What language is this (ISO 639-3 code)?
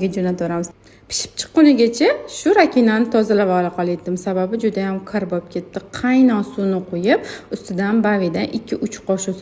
uzb